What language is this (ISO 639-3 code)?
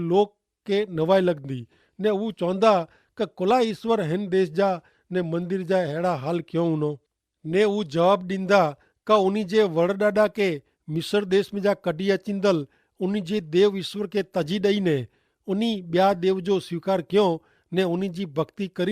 kfr